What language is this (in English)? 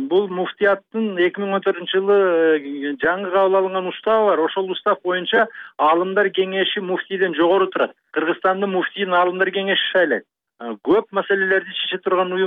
Kyrgyz